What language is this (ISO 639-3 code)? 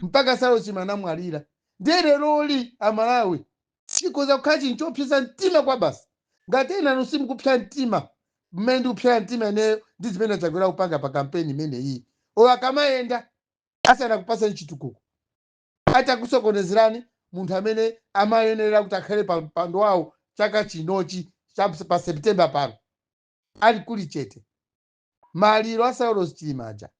nya